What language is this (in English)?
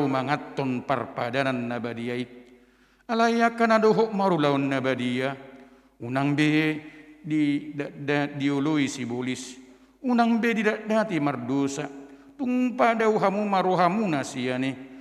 Batak Toba